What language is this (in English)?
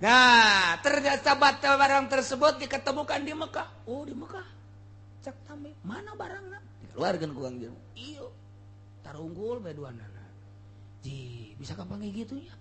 Sundanese